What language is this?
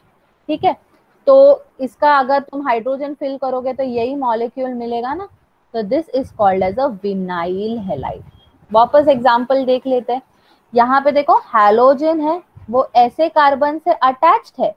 Hindi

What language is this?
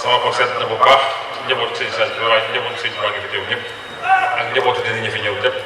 Wolof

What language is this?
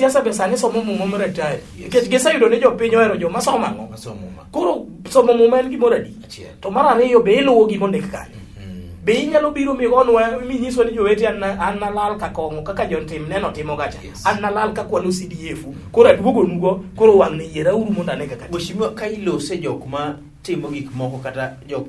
Luo (Kenya and Tanzania)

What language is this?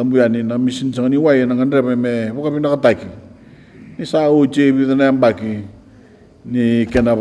Fijian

